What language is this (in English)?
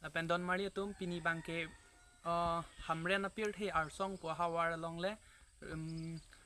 Karbi